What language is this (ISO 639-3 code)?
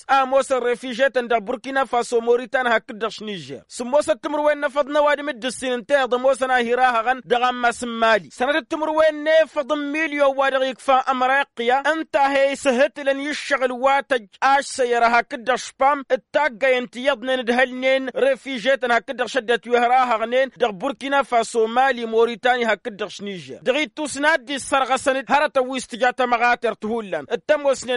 taq